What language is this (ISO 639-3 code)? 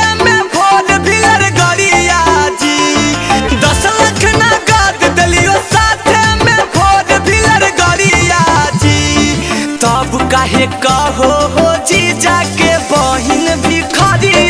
mag